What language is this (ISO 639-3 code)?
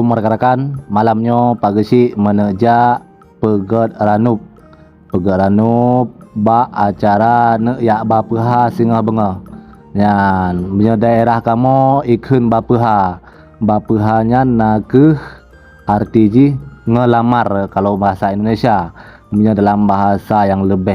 ace